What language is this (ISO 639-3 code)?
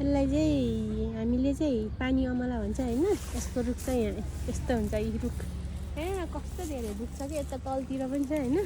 nep